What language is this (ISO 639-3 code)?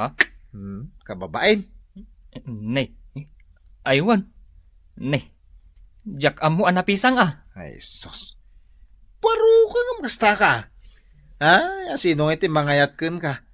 ilo